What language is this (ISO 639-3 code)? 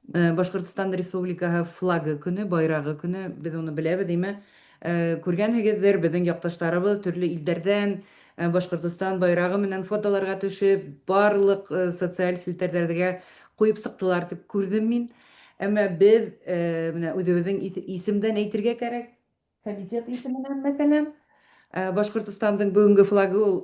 bak